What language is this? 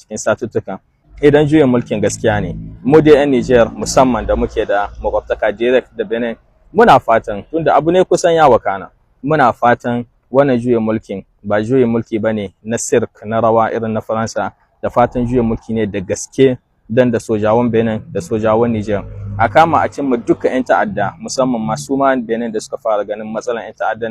Hausa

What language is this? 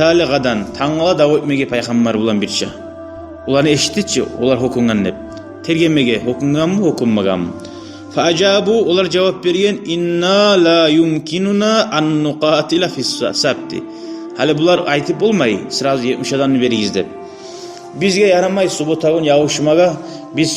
Kumyk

